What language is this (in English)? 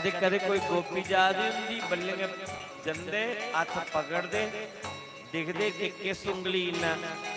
Dogri